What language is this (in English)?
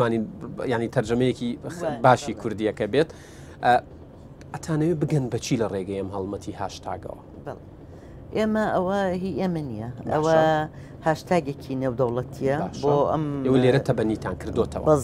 Central Kurdish